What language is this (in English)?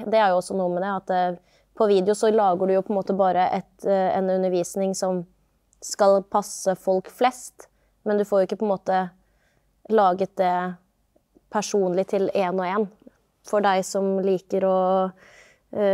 Norwegian